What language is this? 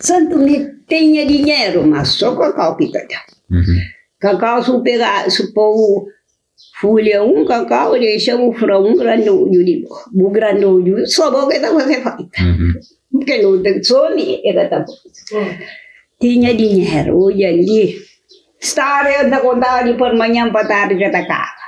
Kabuverdianu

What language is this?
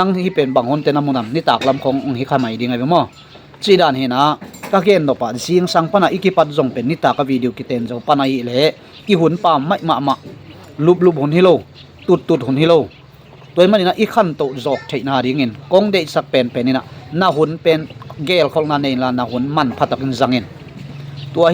Tedim Chin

